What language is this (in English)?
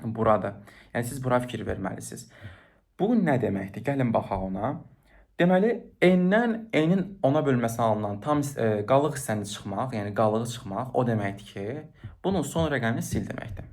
Azerbaijani